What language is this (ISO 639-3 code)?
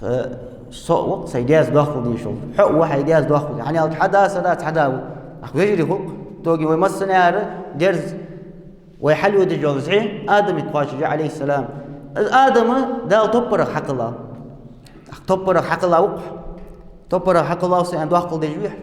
inh